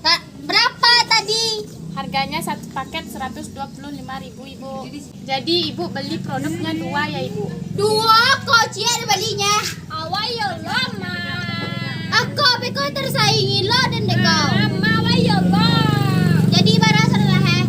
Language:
Minangkabau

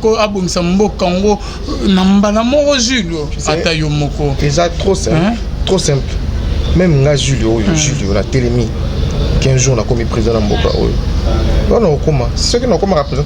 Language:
Lingala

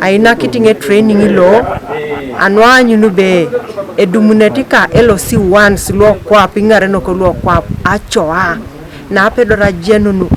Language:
Teso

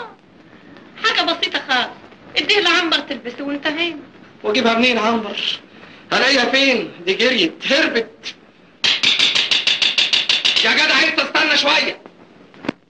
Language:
Egyptian Arabic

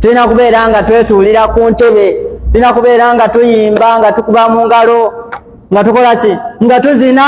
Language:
Ganda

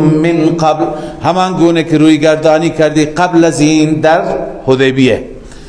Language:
Persian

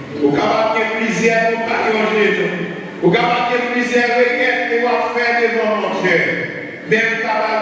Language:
Haitian Creole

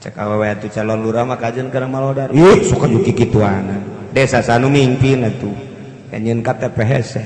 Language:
Sundanese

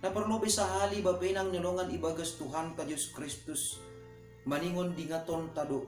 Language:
Batak Simalungun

